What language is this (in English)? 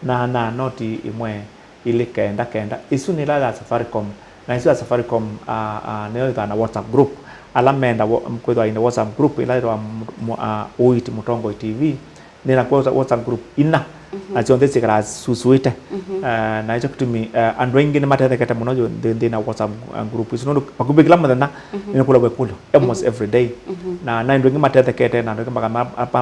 Kamba